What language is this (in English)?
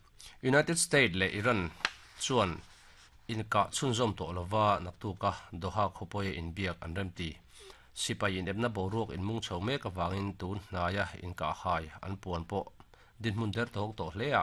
Mizo